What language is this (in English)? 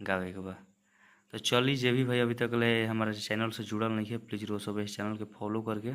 Bhojpuri